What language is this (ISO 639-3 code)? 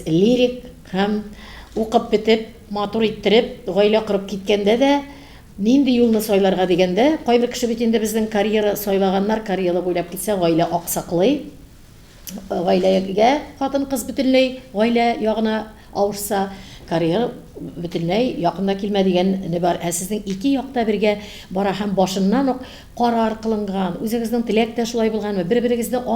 tat